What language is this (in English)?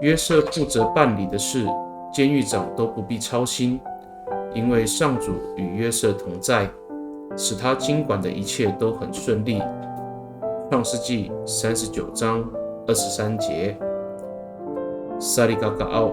Amis